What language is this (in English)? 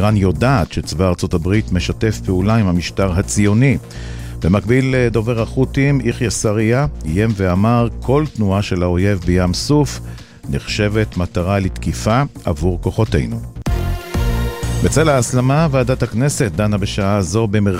Hebrew